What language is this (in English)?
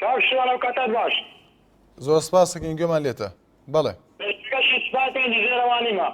Central Kurdish